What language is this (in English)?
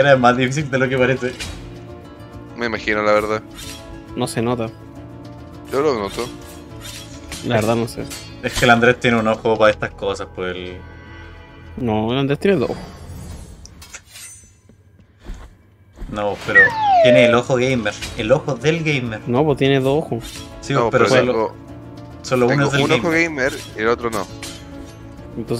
Spanish